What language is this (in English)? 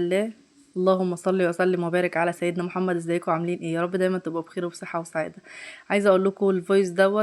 Egyptian Arabic